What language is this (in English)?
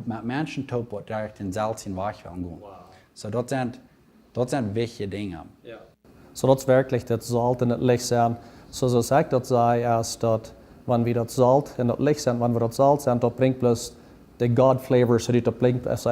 Plautdietsch